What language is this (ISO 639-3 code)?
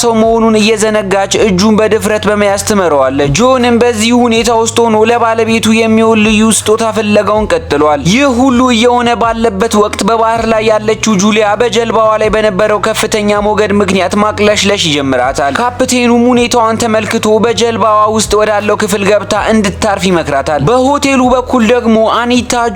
amh